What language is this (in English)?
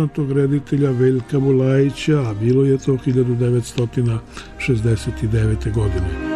Serbian